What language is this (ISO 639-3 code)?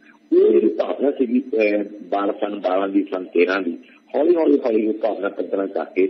pan